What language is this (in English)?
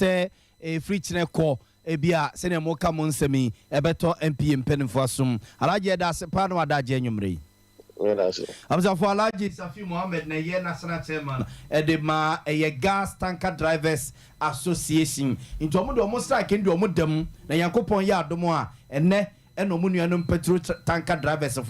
Akan